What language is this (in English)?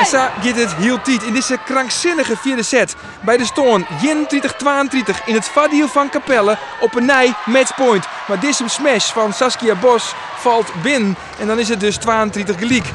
Western Frisian